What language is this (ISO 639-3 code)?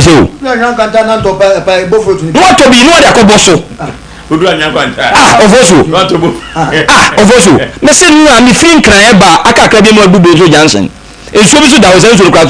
aka